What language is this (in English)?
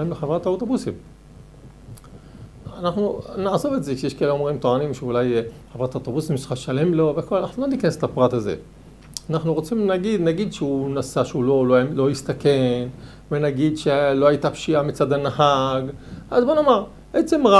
Hebrew